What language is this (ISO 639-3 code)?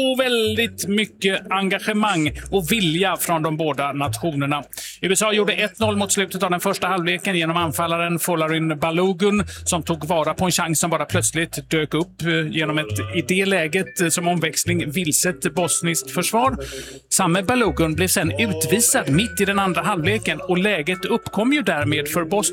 swe